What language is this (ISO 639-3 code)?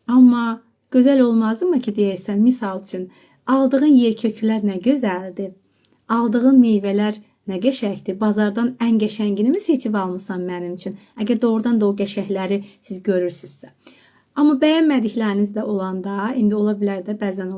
aze